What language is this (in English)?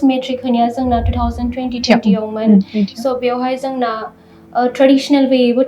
Bodo